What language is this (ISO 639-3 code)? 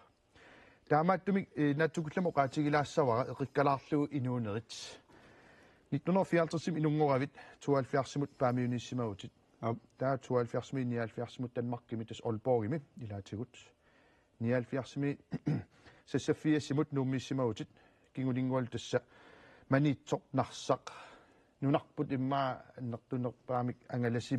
kal